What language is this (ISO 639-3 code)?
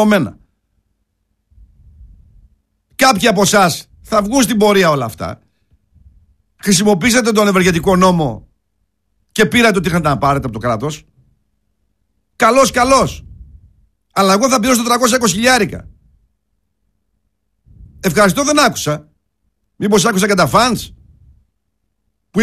ell